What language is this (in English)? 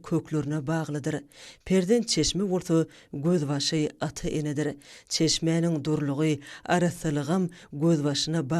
Turkmen